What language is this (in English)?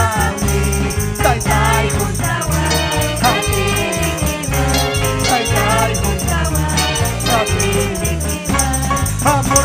Ayacucho Quechua